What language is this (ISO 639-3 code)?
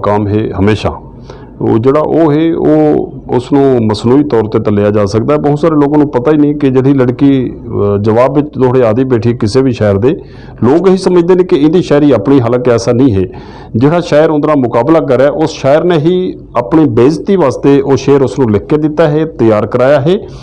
lah